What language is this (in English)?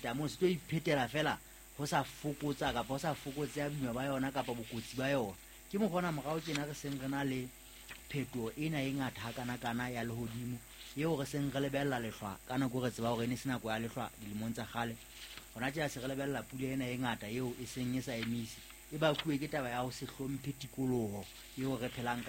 Southern Sotho